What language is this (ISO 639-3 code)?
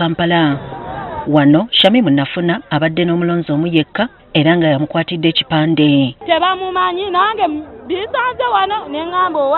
lug